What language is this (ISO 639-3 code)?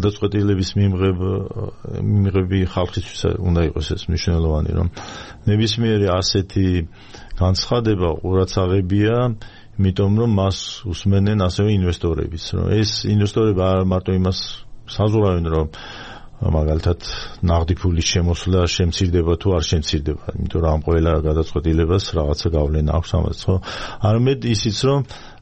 kat